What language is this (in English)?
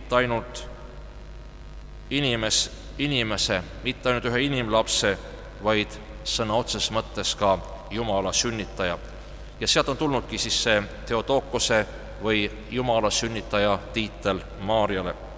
Estonian